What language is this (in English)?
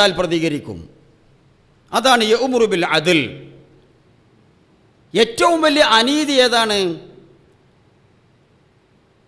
Malayalam